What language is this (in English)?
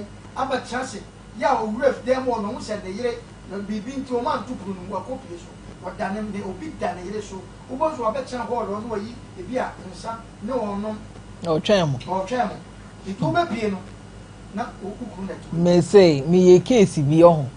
Akan